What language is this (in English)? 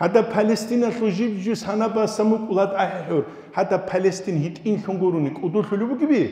Avaric